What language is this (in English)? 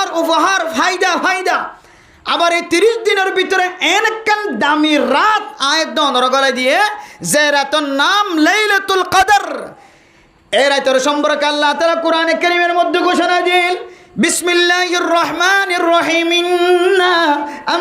Rohingya